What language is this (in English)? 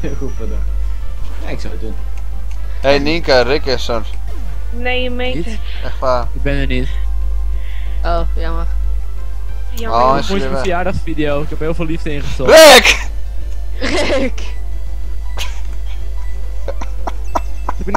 Dutch